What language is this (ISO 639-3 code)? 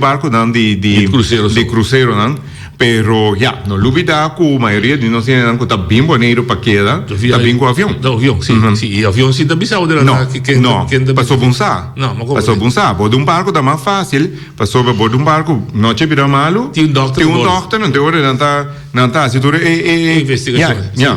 pap